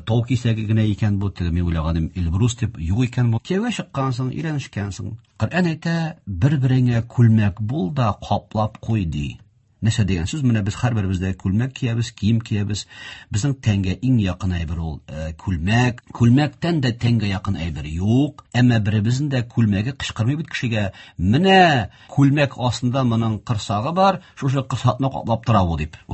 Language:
Tatar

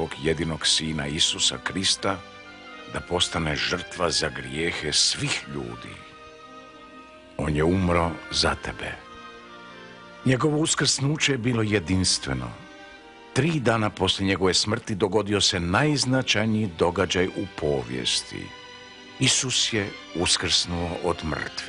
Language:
Croatian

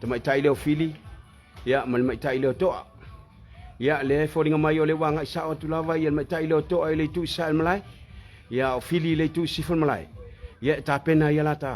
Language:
Samoan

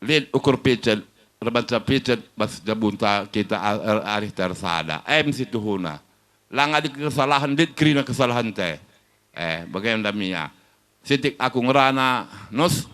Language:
Batak Karo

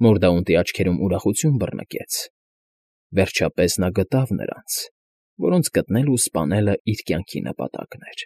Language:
Armenian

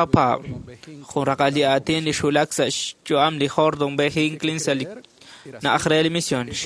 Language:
Kekchí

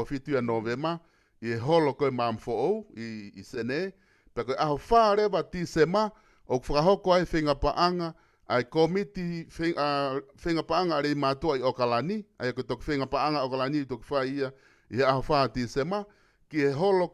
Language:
Tongan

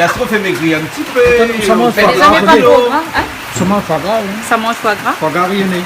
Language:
Réunion Creole French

